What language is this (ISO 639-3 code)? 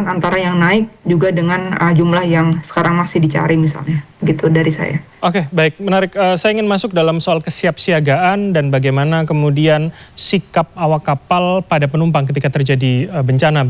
ind